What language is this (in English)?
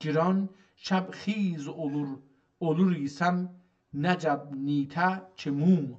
South Azerbaijani